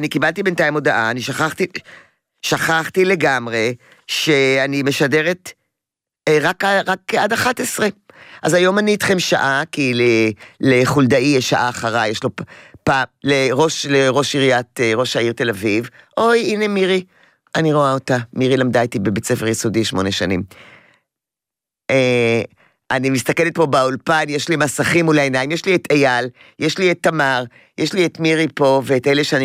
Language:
Hebrew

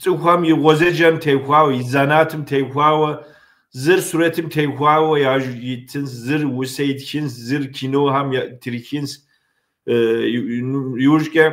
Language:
Kabardian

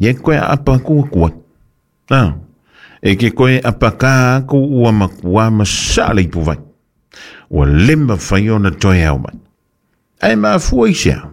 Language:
Samoan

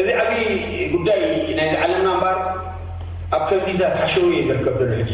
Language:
Tigrinya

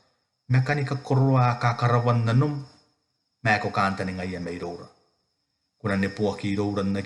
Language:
Gilbertese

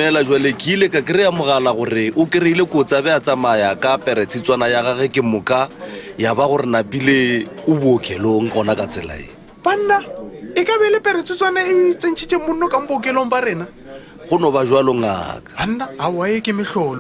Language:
Northern Sotho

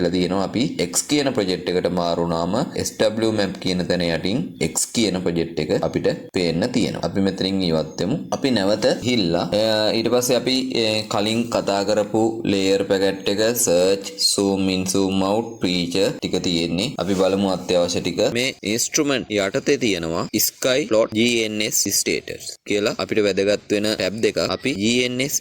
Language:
Sinhala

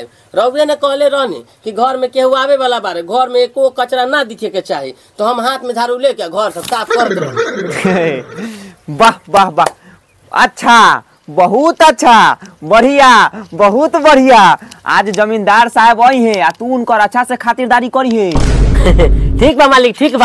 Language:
Bhojpuri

